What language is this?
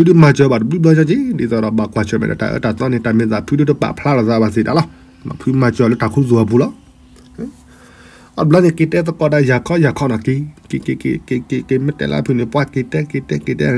S'gaw Karen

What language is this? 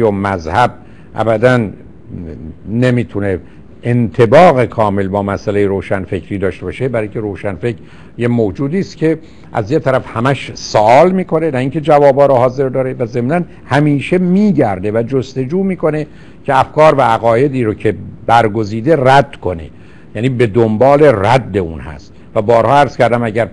Persian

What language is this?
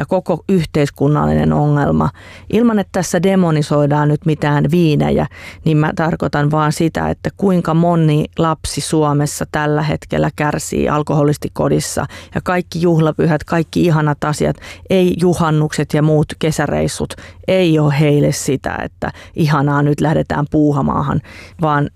Finnish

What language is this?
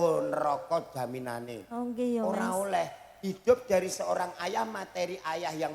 Javanese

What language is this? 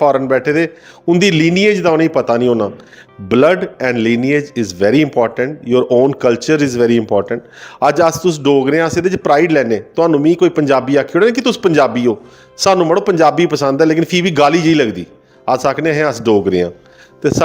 Dogri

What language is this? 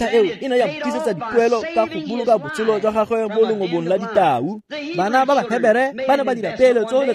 Tswana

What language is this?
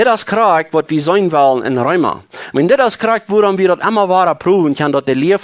Plautdietsch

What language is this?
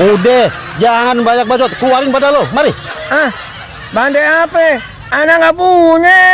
Betawi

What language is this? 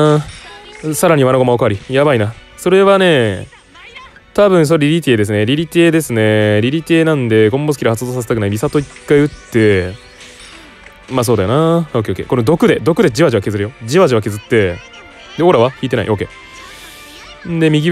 Japanese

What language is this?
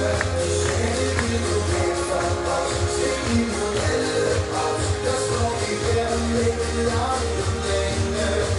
Danish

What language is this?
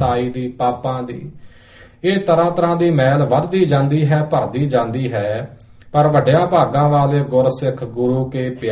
Punjabi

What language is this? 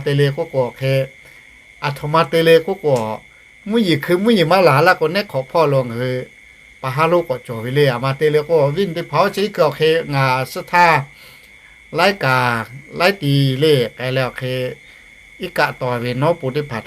Lahu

